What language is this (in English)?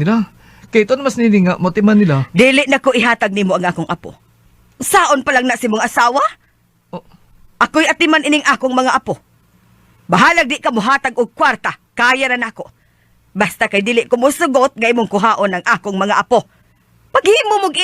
Cebuano